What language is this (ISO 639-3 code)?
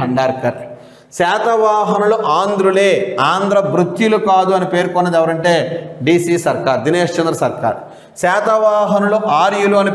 tel